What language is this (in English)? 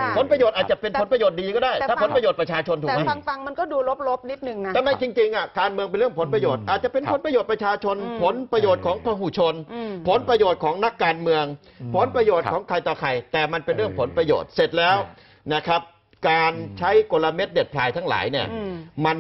Thai